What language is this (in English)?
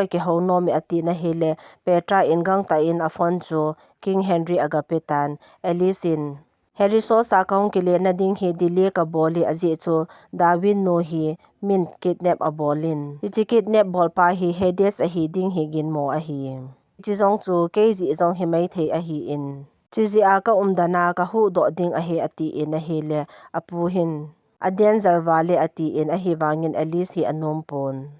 Thado Chin